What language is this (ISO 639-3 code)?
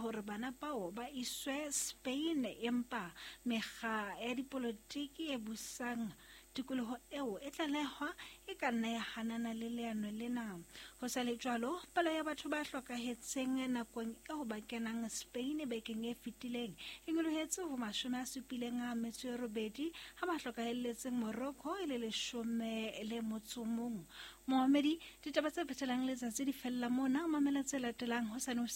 sot